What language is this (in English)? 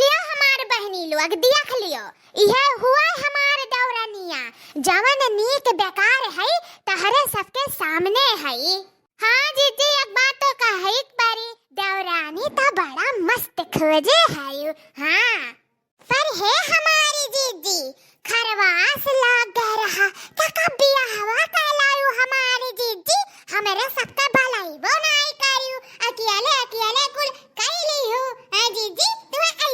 Awadhi